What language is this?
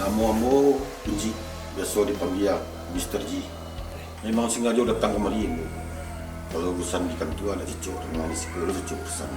Minangkabau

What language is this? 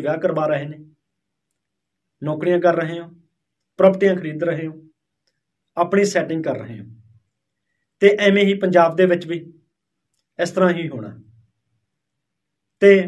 Punjabi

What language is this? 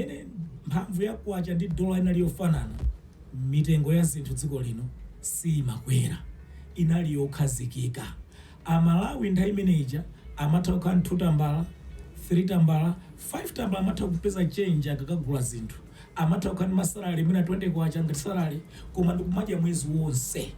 Nyanja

